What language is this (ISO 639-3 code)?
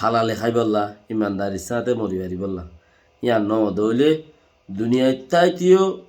rhg